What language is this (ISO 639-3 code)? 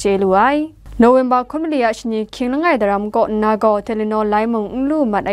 kac